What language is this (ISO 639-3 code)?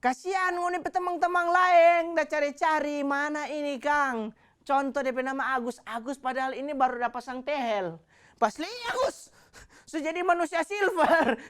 xmm